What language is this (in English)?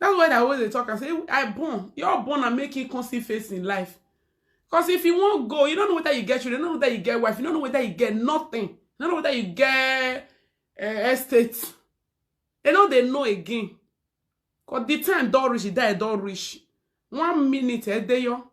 Nigerian Pidgin